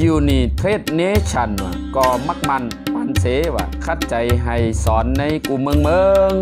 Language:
Shan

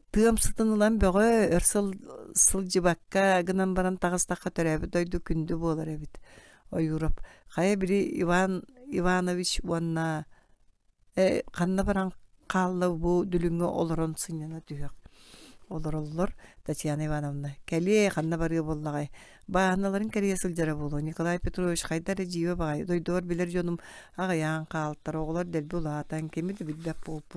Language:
Yakut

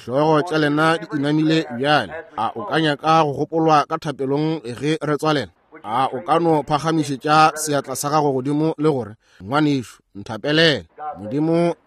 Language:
Northern Sotho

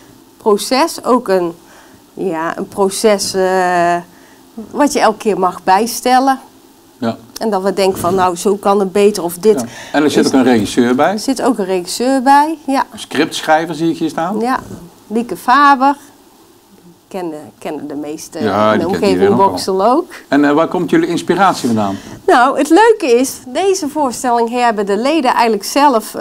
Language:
Dutch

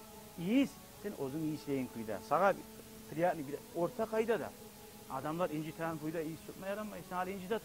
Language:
Kumyk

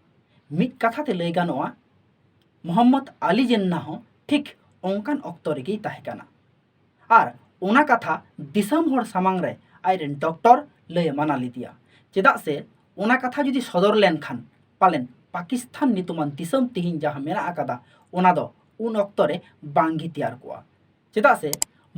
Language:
Santali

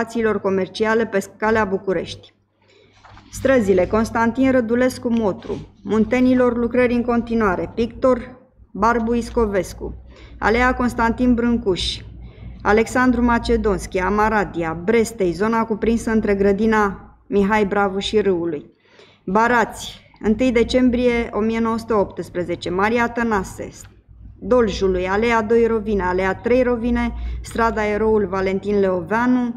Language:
Romanian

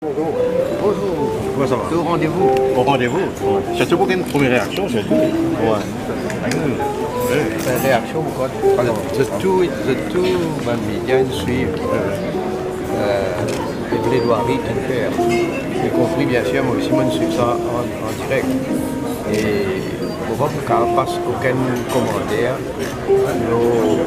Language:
Morisyen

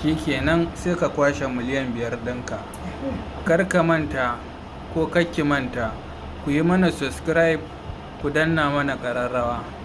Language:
Hausa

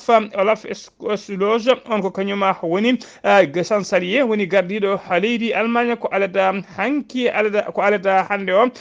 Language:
Fula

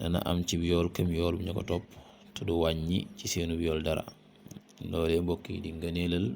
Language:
Wolof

